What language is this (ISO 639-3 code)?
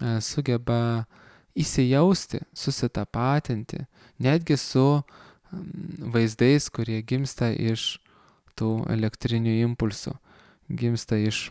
lit